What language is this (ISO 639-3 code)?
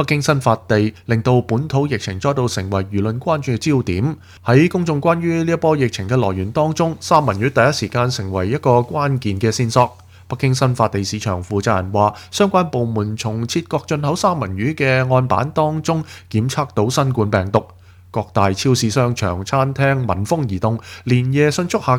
yue